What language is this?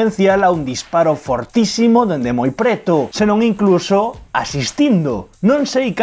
Galician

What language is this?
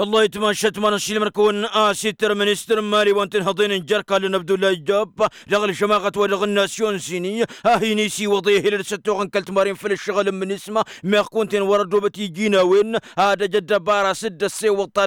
Tamasheq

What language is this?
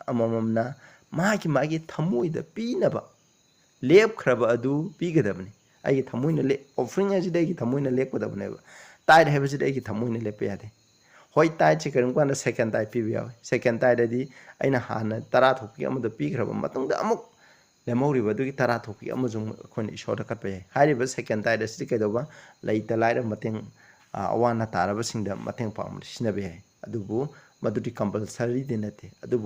Manipuri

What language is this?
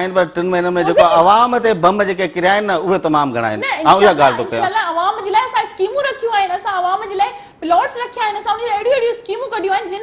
Sindhi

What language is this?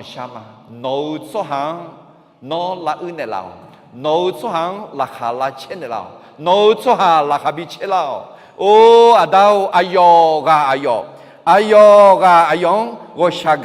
Akha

